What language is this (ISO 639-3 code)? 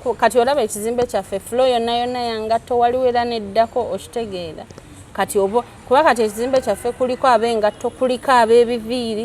lug